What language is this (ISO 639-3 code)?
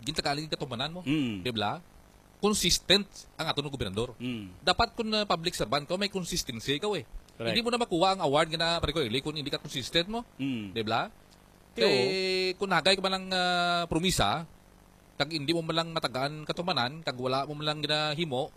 hil